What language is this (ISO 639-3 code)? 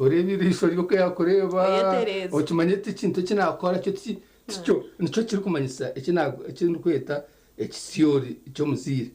nyn